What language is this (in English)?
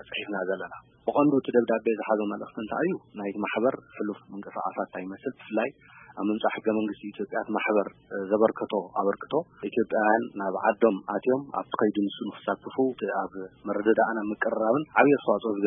Tigrinya